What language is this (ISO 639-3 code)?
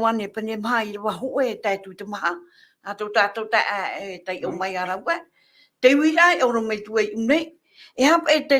tah